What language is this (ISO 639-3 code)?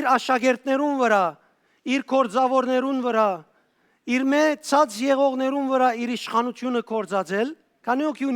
hyw